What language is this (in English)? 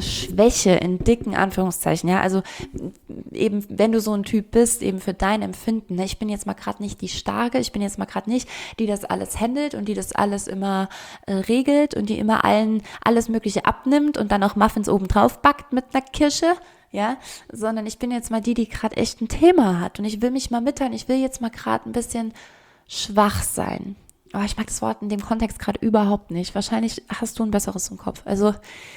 German